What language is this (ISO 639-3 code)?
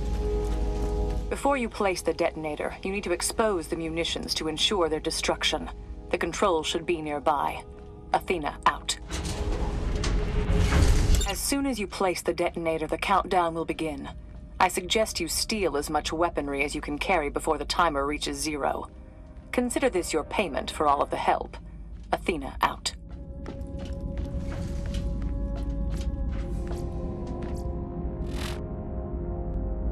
eng